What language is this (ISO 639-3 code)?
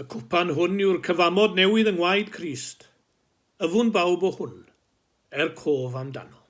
cym